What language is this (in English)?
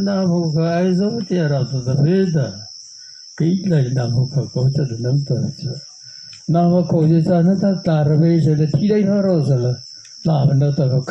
Mara Chin